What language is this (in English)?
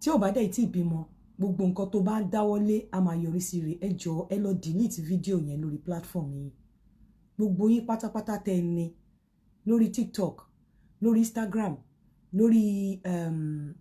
Yoruba